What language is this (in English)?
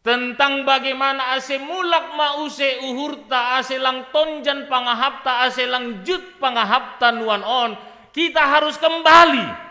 Batak Simalungun